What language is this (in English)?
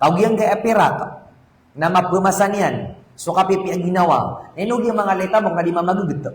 Maranao